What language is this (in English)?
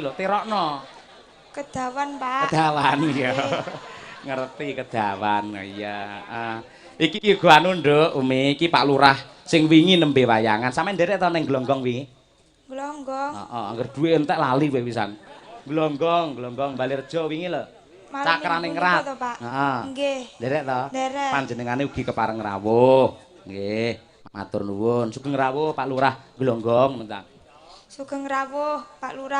Javanese